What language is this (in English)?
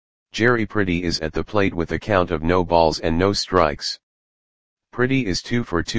English